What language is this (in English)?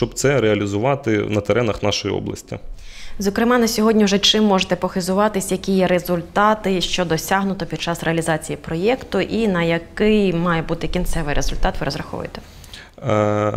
Ukrainian